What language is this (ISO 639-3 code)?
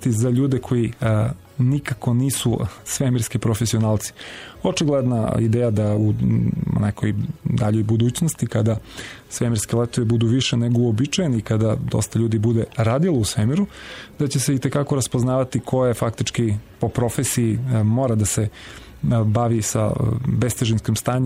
srp